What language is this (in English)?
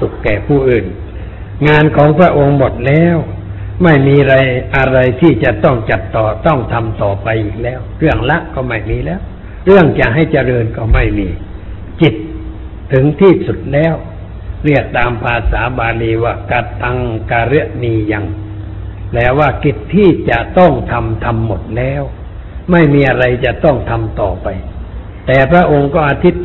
Thai